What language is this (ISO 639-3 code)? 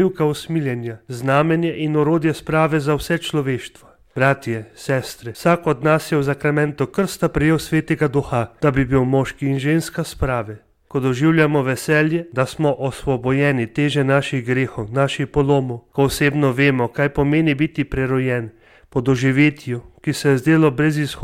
slv